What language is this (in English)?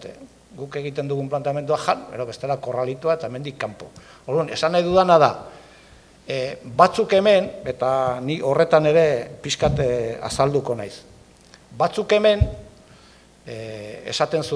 Basque